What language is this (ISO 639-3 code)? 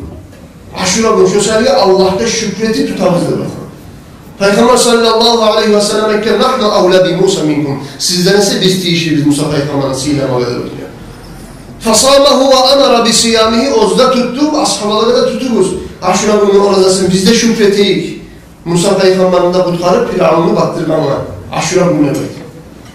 kum